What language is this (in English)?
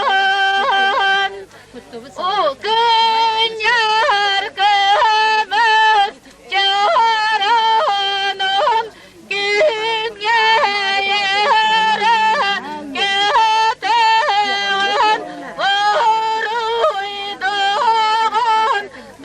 Yakut